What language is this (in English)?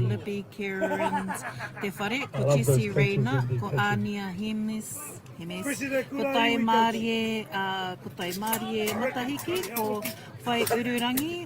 Māori